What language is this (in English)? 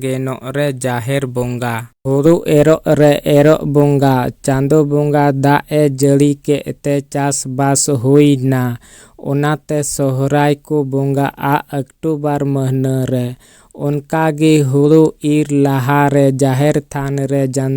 Santali